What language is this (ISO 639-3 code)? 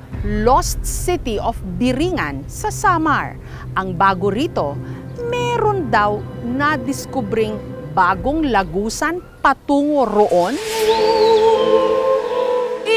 fil